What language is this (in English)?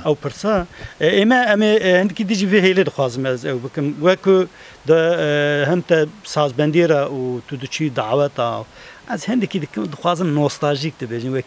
Kurdish